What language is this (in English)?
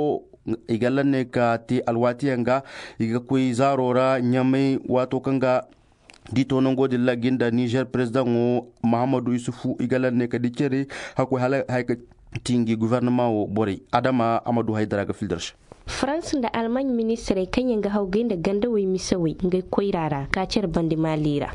Zarma